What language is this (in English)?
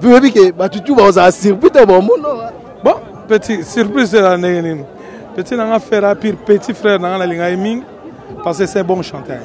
Lingala